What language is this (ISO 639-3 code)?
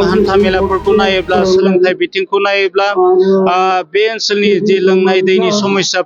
brx